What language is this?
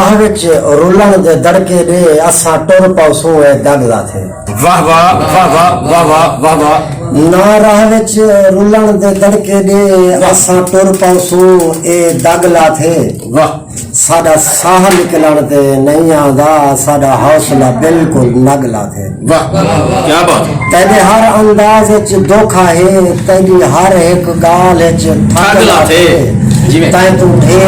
Saraiki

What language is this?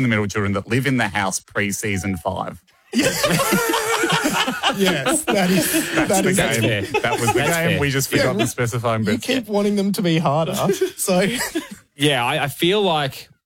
English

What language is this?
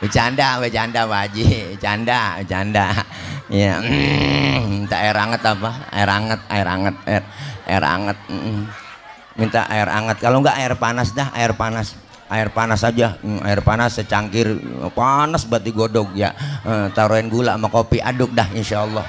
Betawi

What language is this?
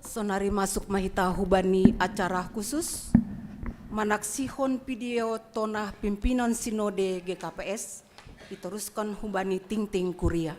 Batak Simalungun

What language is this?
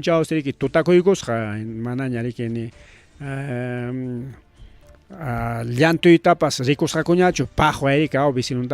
Ayacucho Quechua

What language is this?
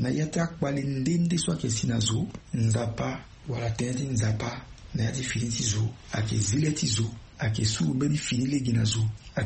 Sango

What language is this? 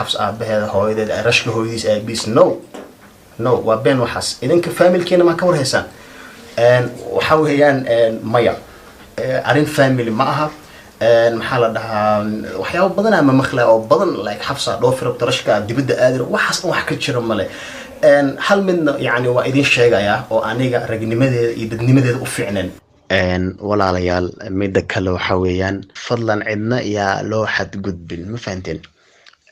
Somali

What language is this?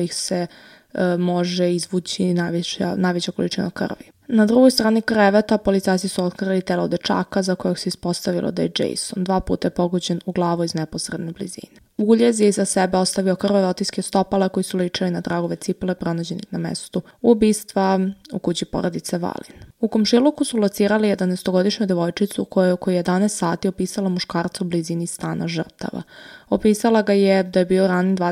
Serbian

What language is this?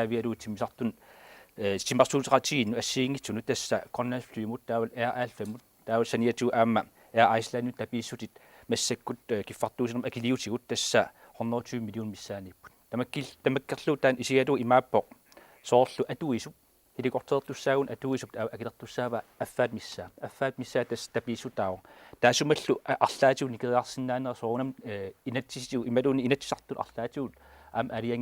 Kalaallisut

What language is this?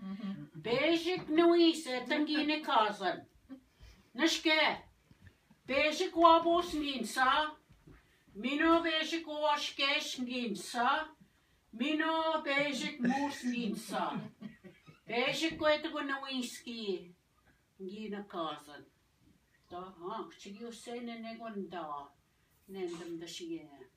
Ojibwa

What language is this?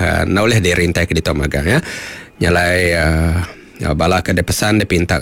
Iban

